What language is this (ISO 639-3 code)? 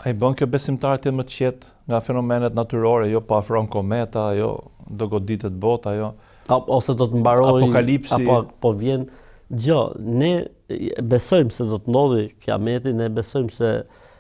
sqi